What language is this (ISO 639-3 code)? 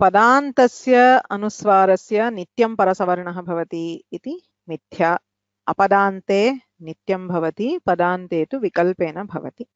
san